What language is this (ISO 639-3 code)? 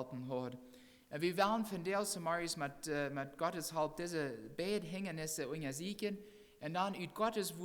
pdt